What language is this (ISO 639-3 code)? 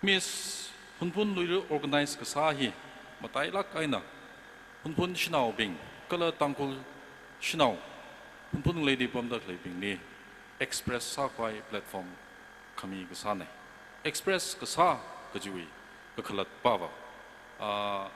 nmf